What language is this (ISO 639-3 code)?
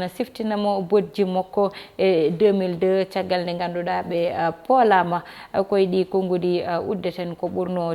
ful